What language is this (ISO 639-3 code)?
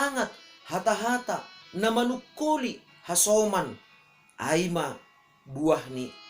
bts